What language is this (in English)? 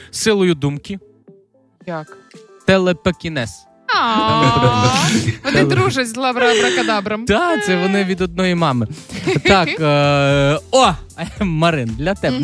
Ukrainian